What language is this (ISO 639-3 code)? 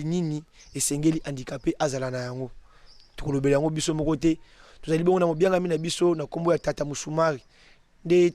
lin